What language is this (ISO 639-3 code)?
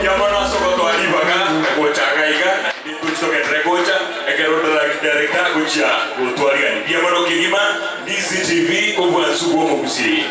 guz